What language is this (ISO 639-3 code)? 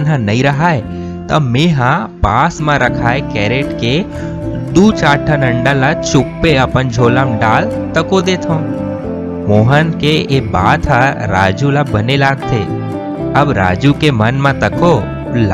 hne